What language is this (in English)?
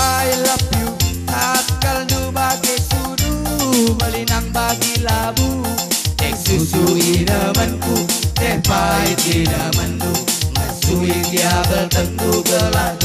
Batak Karo